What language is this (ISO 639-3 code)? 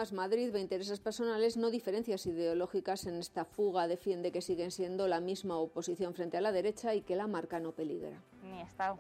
spa